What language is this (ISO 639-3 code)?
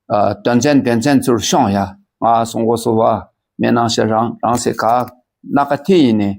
dka